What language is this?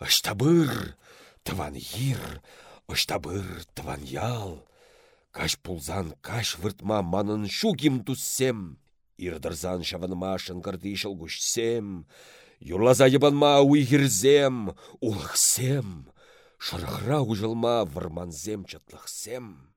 Chuvash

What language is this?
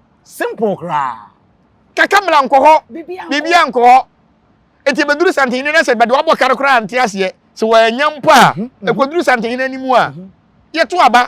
Akan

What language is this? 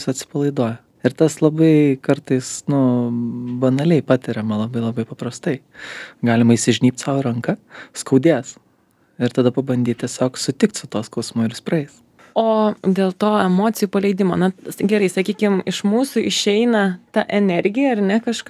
Lithuanian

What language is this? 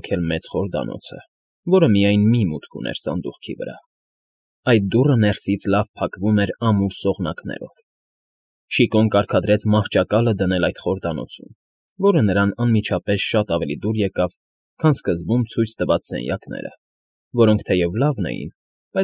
Armenian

